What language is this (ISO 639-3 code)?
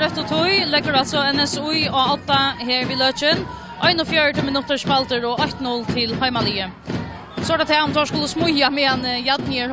fao